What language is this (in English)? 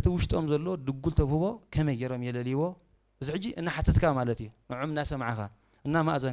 Tigrinya